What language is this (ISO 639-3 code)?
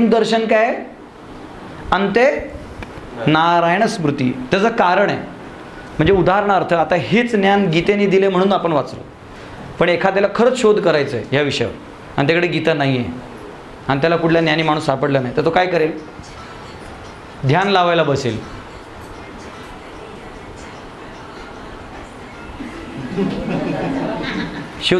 mar